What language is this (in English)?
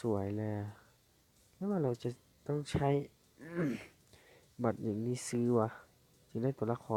Lao